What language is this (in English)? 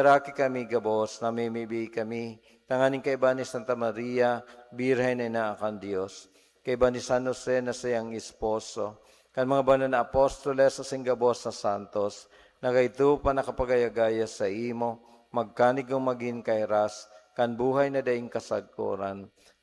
Bikol